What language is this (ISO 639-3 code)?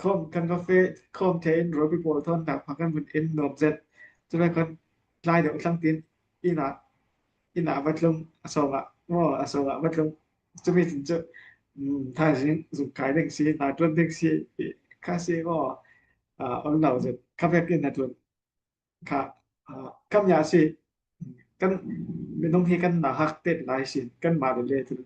cfm